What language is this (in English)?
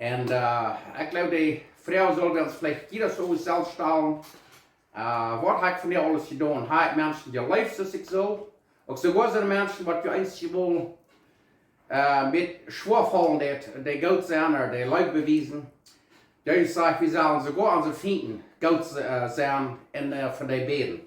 Plautdietsch